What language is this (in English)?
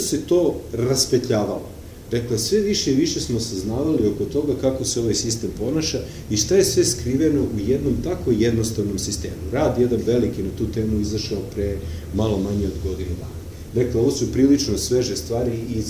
Serbian